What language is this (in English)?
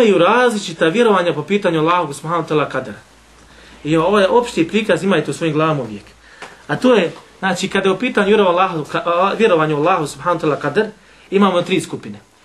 Bosnian